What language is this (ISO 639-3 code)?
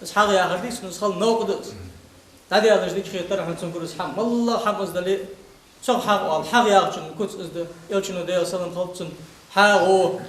inh